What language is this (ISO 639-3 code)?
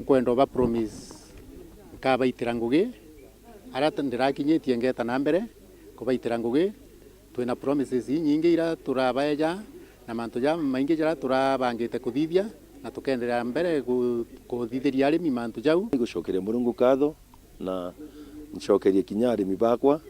mer